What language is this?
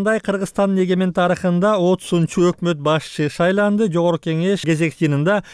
Kyrgyz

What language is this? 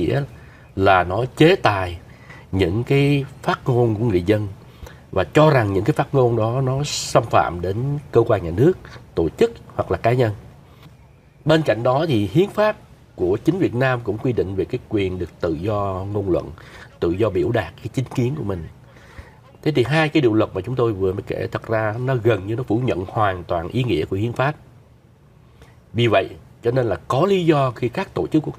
Vietnamese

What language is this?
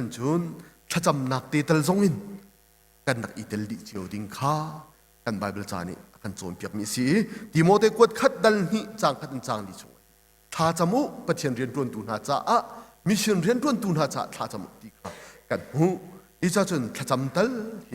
Hakha Chin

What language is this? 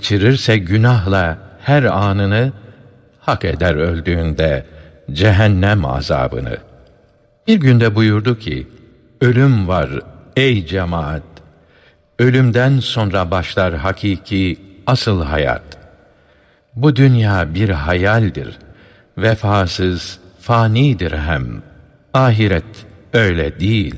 Turkish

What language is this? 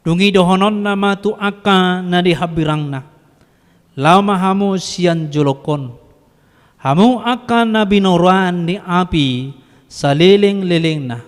Batak Toba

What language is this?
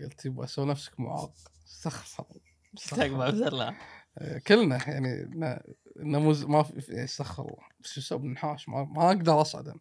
Gulf Arabic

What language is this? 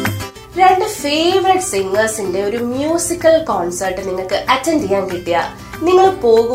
Malayalam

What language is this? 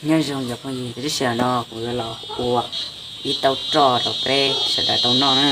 Hmong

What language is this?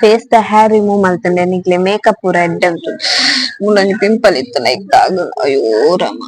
Tulu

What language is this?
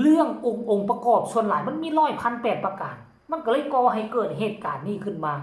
Lao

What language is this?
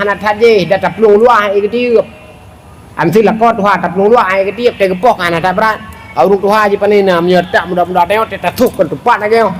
Achinese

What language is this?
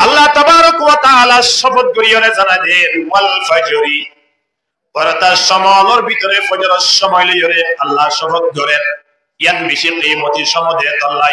Rohingya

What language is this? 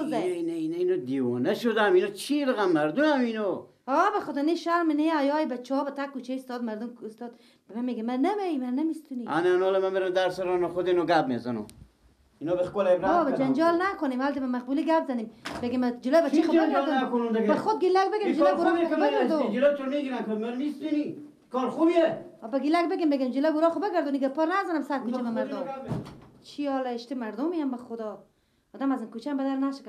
Persian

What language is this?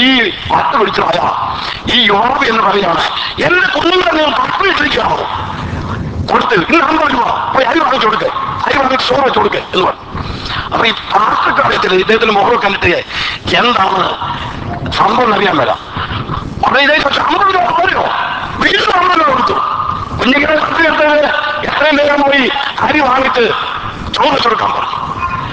Malayalam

